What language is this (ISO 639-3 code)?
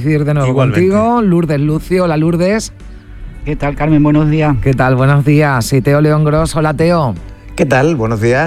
spa